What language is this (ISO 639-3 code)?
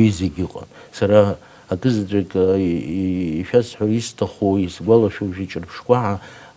abk